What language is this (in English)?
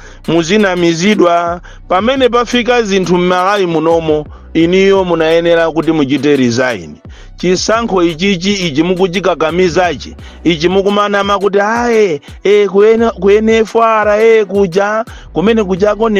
Nyanja